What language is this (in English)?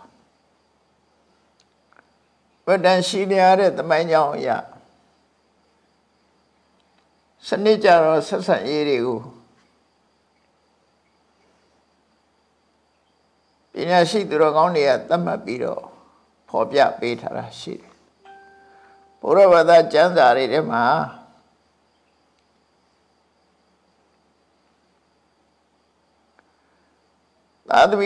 Burmese